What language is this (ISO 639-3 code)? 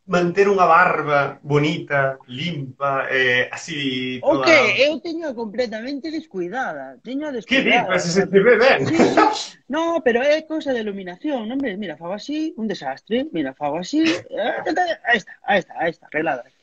glg